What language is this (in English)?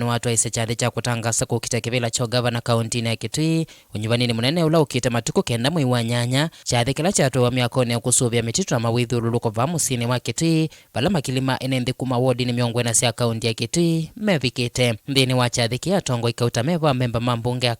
Kamba